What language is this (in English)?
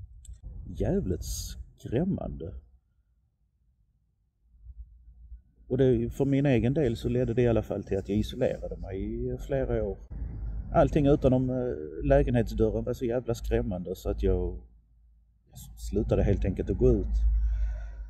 Swedish